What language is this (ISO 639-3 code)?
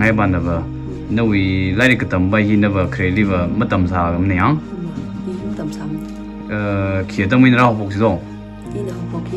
nmf